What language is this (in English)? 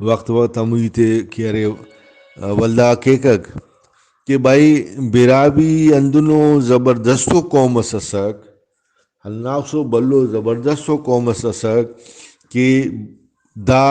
Brahui